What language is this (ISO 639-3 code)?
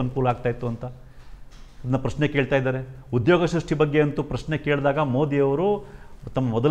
kan